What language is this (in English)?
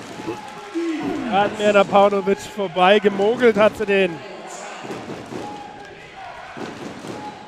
German